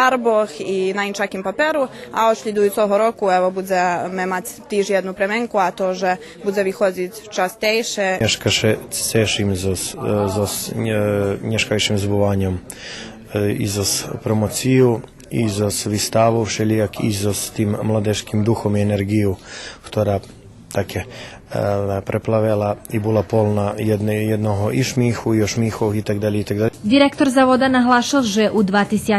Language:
Rusyn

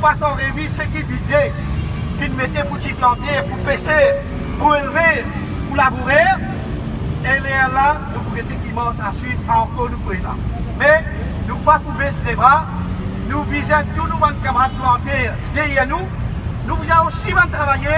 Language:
Morisyen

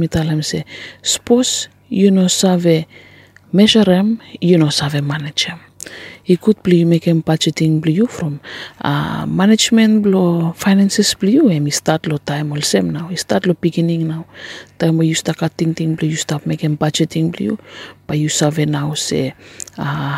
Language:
Bislama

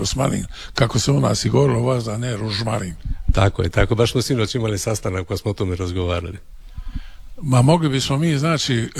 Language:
Croatian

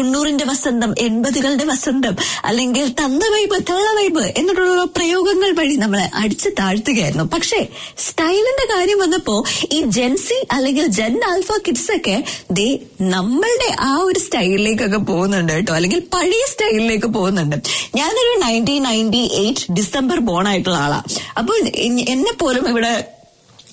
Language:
Malayalam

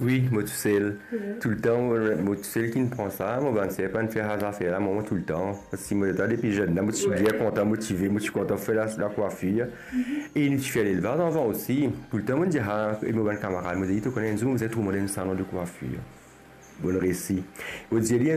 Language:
Morisyen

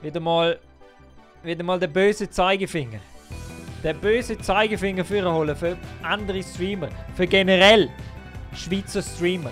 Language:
Swiss German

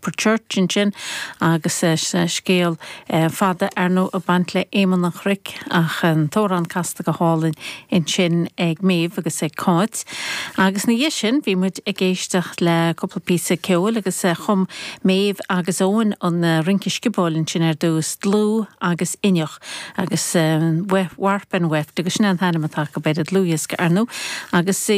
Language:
Irish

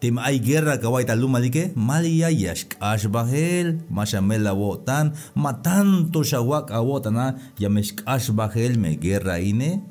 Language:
Tzeltal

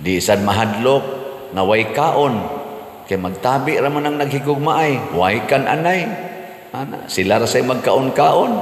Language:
Cebuano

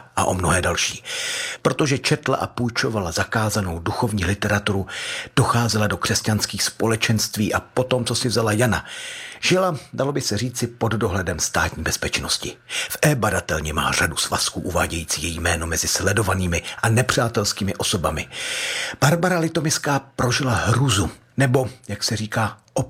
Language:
Czech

